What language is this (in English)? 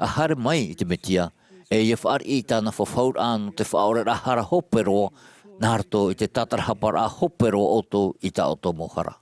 Tahitian